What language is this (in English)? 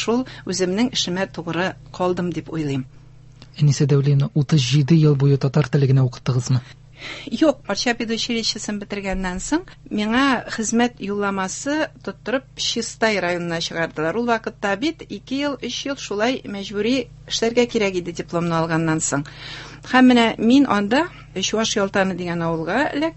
Tatar